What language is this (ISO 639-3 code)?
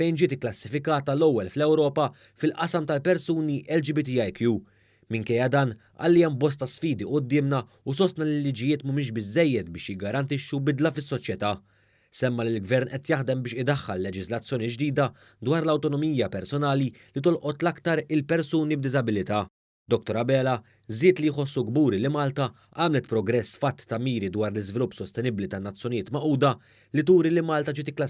mlt